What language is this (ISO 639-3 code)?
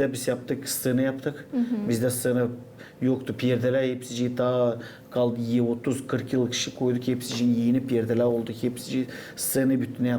gag